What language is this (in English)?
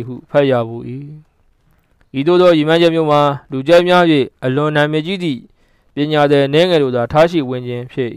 Burmese